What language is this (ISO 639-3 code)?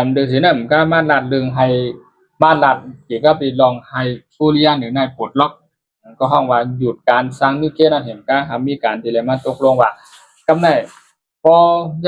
shn